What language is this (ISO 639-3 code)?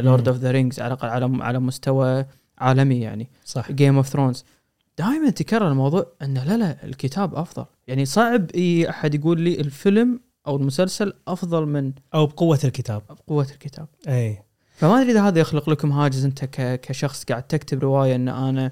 afb